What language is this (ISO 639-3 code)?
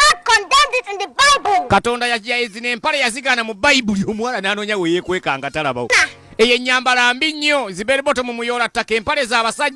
lug